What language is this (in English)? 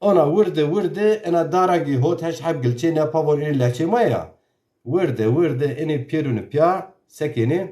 Zaza